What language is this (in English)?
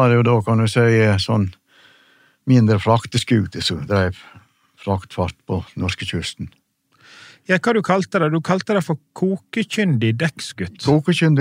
Norwegian